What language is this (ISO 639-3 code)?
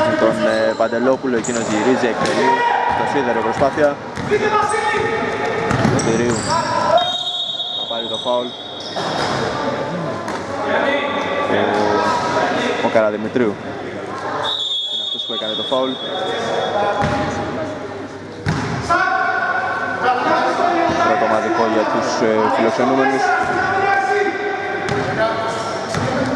ell